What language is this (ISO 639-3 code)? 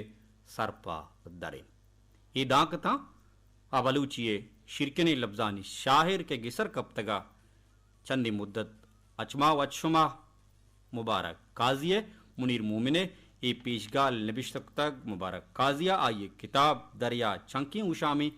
bal